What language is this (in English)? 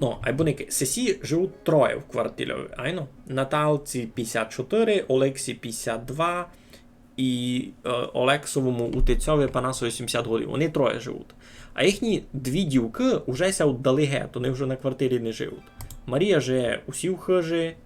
Rusyn